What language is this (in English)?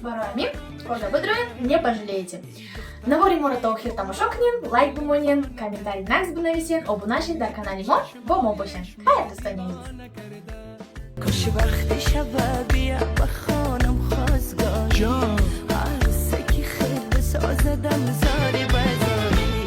Tajik